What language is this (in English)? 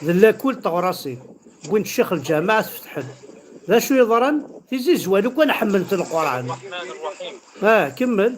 Kabyle